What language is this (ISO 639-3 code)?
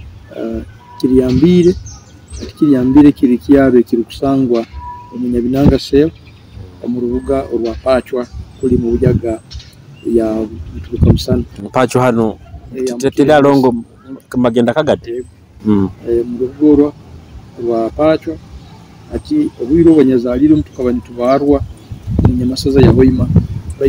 nyo